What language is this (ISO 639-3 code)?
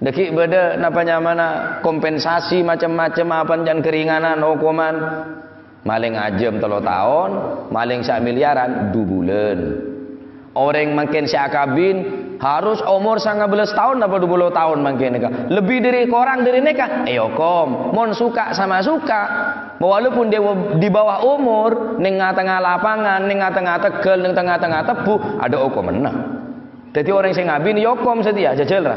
mad